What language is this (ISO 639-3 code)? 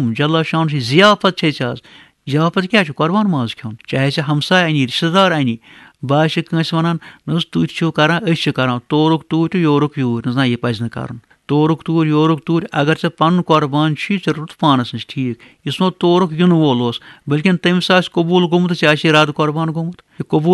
kas